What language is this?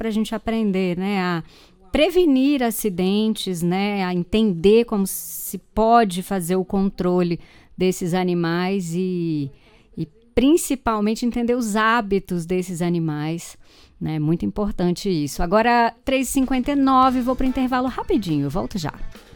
Portuguese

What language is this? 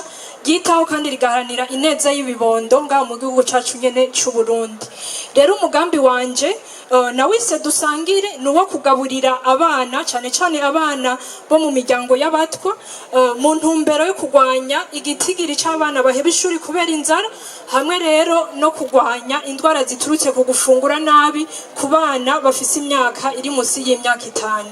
Rundi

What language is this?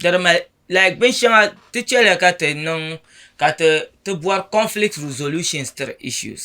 Dagbani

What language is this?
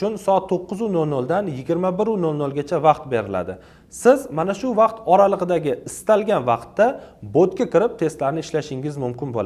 Uzbek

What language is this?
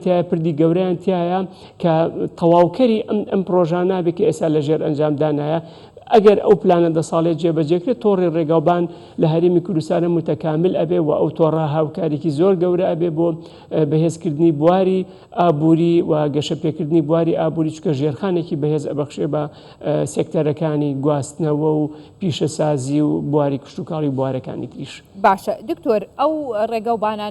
Central Kurdish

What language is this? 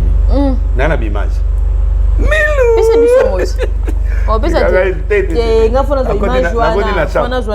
Lingala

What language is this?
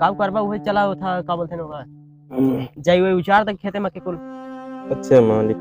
Awadhi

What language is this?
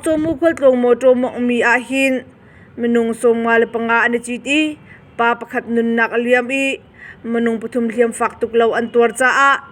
Hakha Chin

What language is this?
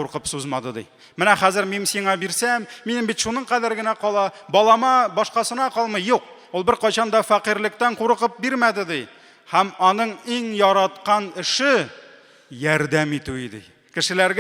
Tatar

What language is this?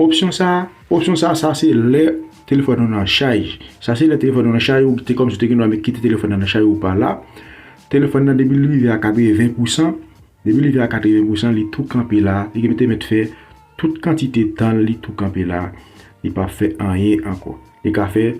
Haitian Creole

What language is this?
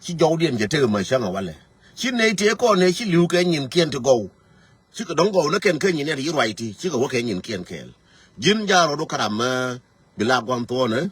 Nuer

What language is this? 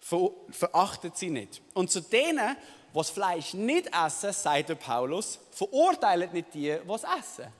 Swiss German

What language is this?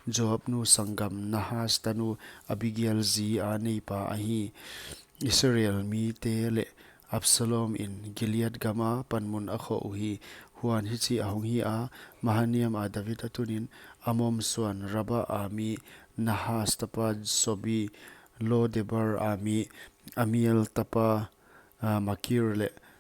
Paite Chin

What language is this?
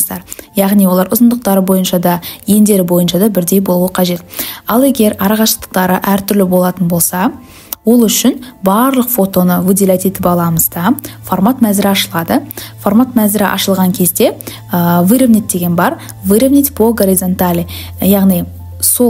Kazakh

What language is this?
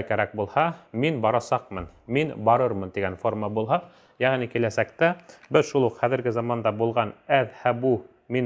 Bashkir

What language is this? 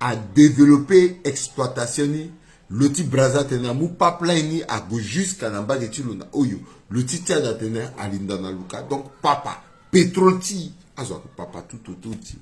Sango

